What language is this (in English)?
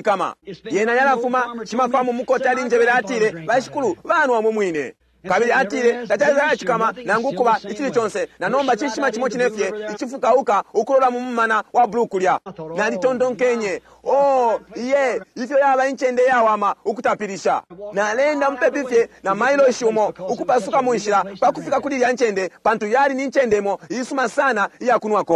Bemba